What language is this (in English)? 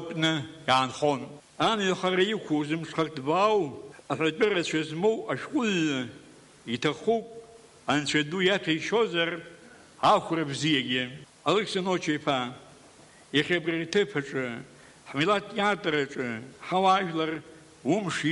Abkhazian